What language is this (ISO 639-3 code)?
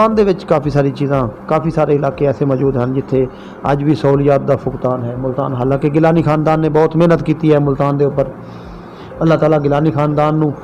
skr